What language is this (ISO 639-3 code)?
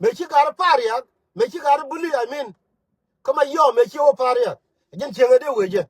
nus